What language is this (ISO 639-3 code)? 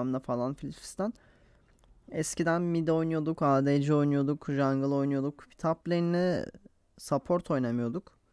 tur